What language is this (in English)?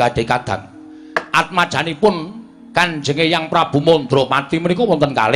Javanese